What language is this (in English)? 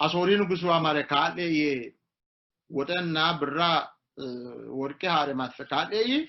Sidamo